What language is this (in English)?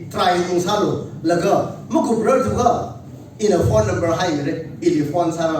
Tangkhul Naga (India)